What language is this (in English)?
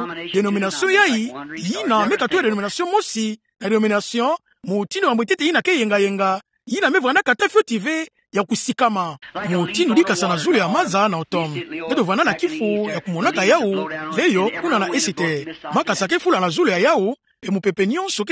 Kituba (Democratic Republic of Congo)